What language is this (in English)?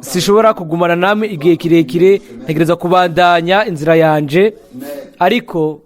Rundi